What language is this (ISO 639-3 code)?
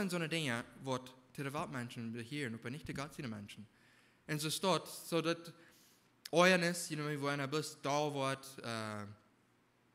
pdt